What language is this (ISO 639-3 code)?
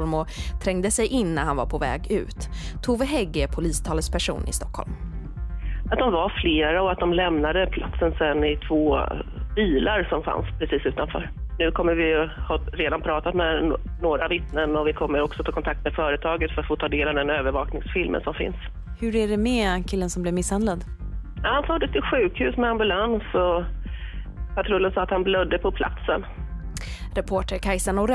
swe